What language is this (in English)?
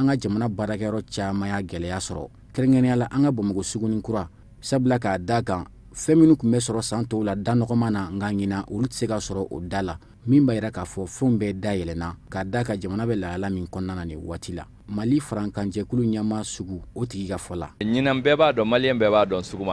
Bambara